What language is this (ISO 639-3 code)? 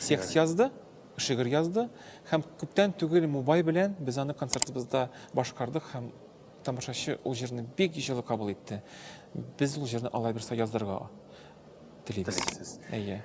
tat